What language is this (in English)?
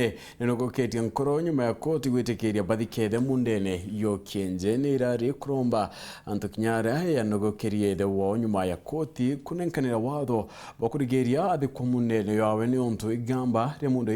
Meru